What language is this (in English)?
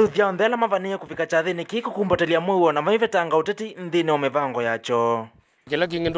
Kamba